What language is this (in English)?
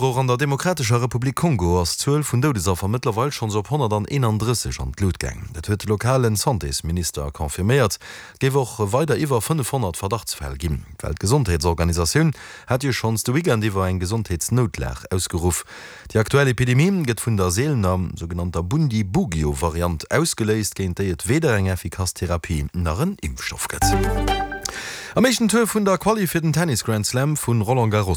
Luxembourgish